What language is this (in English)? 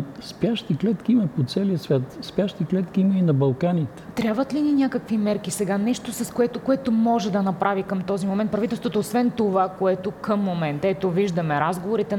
Bulgarian